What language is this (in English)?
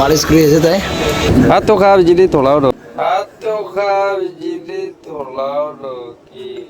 Naga Pidgin